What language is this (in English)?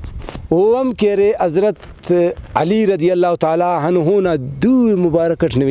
Brahui